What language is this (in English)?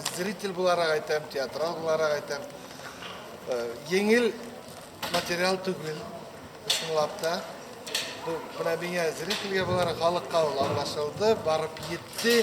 Bashkir